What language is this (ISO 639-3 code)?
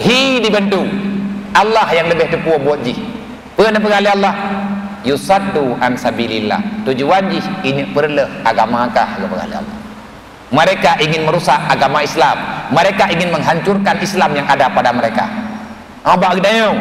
ace